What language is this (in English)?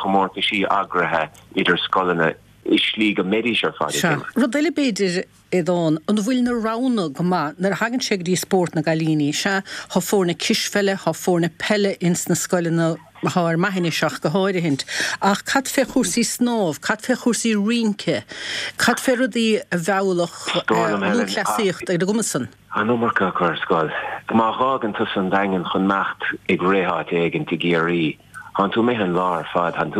Irish